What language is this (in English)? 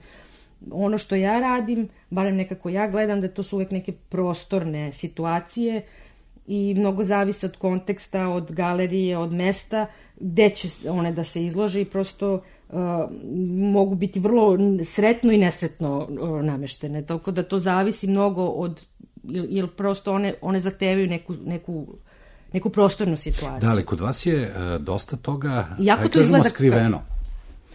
Serbian